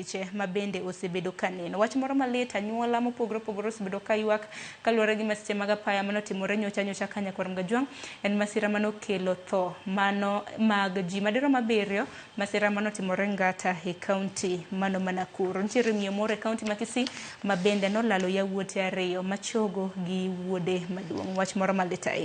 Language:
Luo (Kenya and Tanzania)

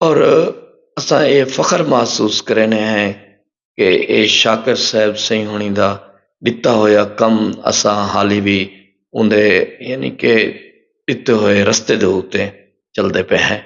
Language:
Saraiki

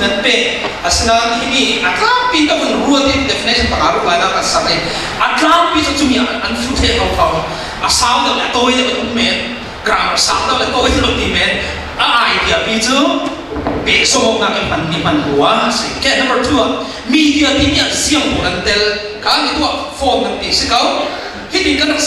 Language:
Falam Chin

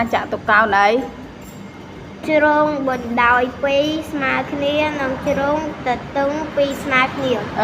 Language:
Khmer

